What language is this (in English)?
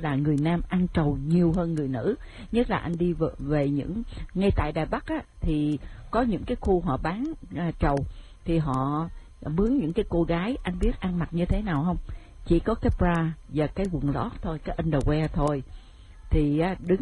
Vietnamese